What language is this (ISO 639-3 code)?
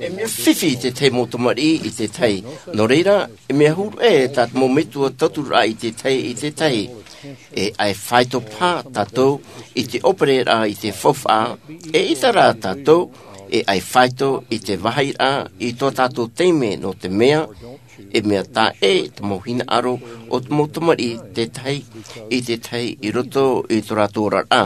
tah